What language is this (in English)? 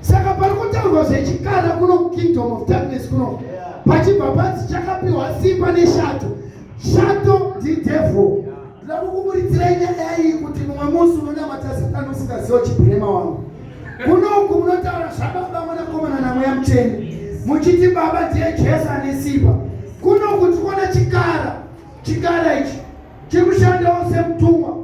Shona